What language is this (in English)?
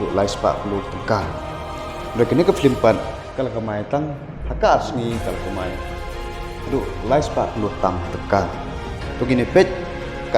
Khasi